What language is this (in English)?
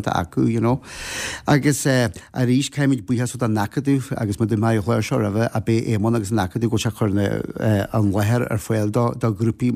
Irish